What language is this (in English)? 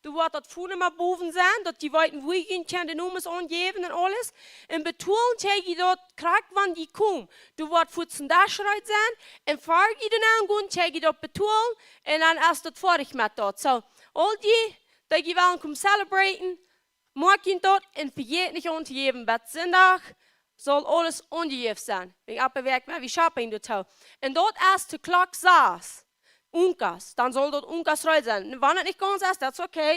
Plautdietsch